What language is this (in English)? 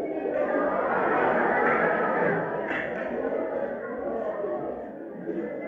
Kannada